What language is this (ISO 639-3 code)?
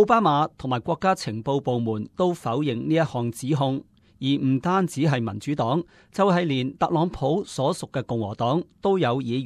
yue